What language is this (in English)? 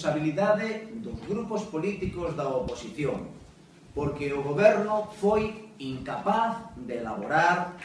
Galician